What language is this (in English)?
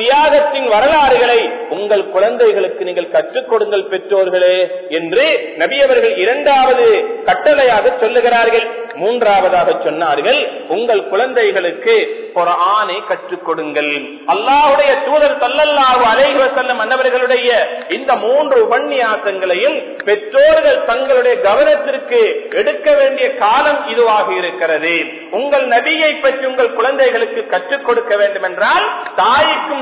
Tamil